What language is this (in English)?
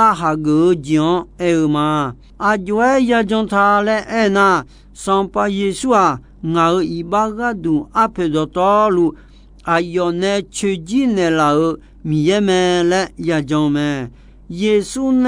Akha